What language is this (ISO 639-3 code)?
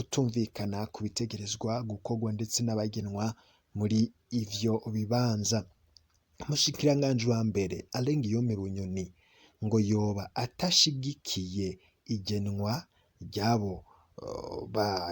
run